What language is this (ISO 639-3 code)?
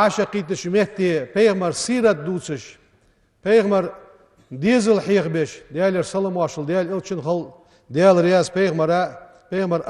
inh